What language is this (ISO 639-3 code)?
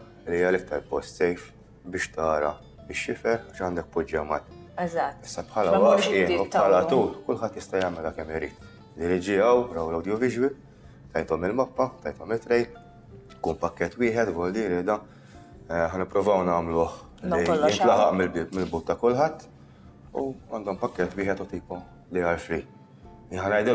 mlt